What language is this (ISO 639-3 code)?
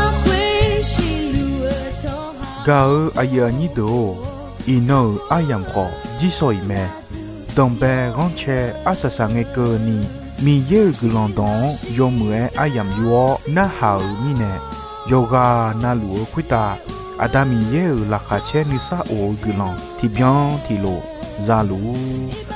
ahk